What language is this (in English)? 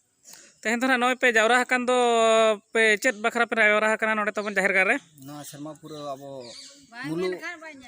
Santali